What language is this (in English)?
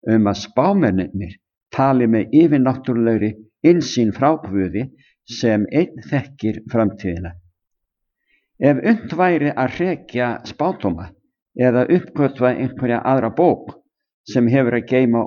Icelandic